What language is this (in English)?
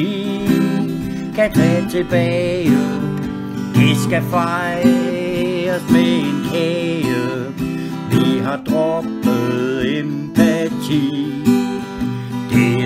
Danish